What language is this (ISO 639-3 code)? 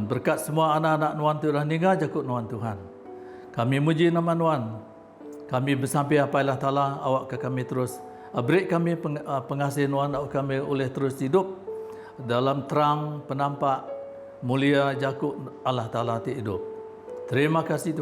iba